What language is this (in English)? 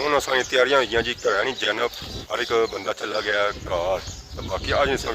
Pahari-Potwari